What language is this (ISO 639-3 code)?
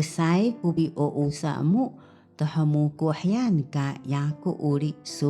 trv